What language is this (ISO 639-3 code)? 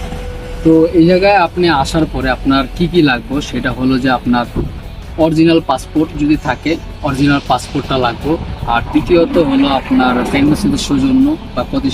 ben